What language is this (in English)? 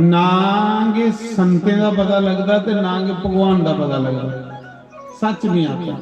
Dogri